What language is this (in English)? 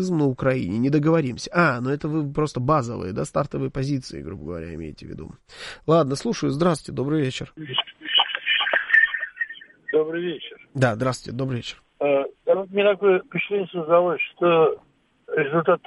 Russian